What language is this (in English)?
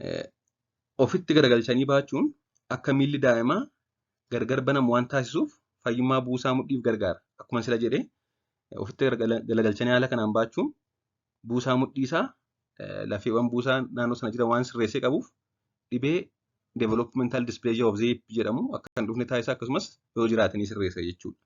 Oromo